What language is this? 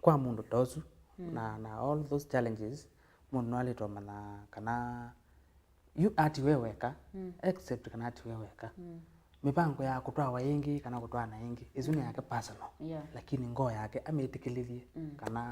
Kamba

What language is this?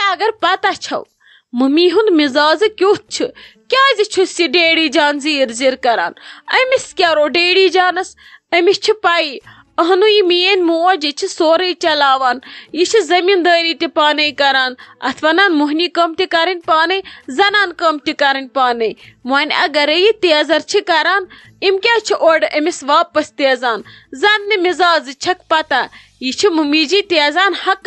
Kashmiri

